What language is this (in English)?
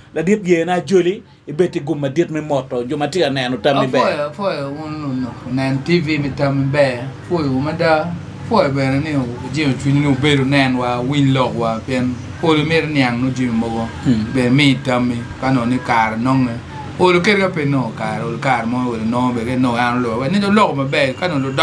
Acoli